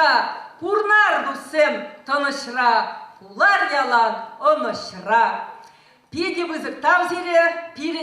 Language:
Chuvash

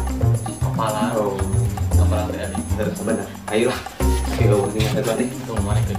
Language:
Sundanese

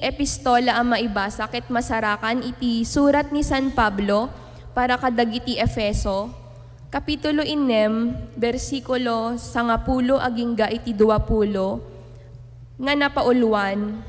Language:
Iloko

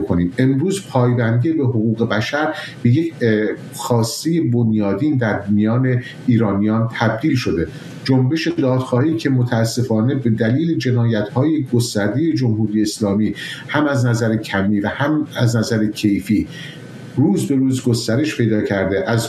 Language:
Persian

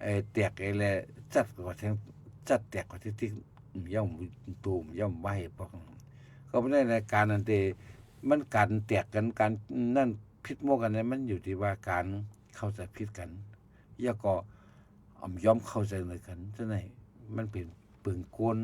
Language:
Shan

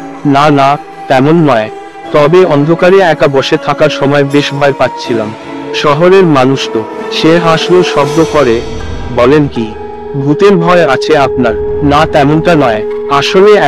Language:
Bangla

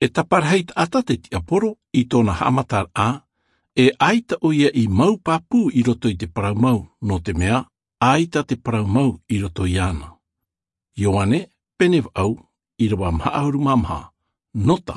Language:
Tahitian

